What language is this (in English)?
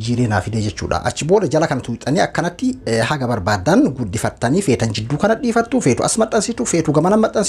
Oromo